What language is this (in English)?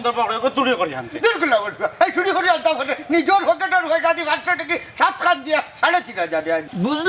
Sylheti